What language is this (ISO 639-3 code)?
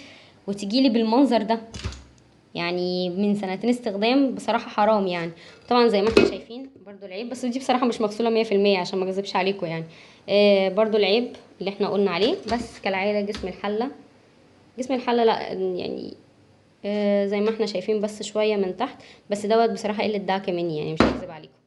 arz